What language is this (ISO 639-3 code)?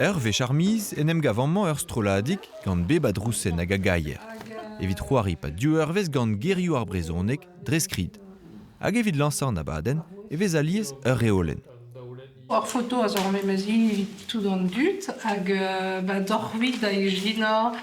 bre